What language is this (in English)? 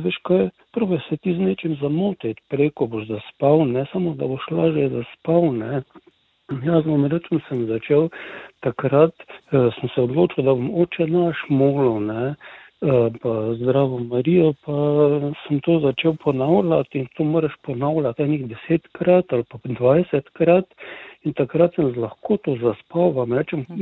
Slovenian